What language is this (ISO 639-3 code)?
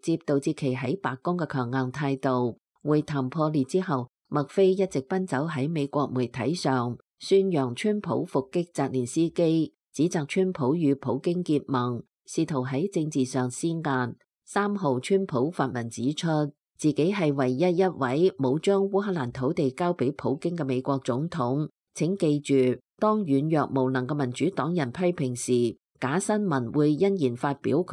yue